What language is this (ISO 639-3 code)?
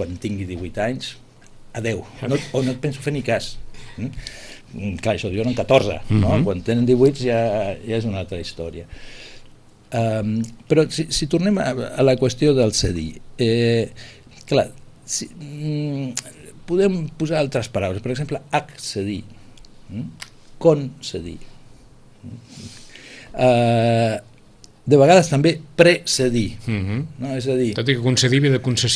cat